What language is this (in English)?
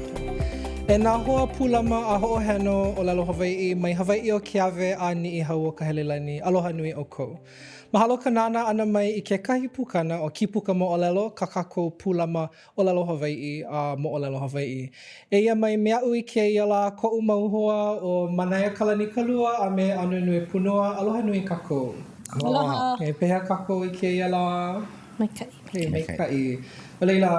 Hawaiian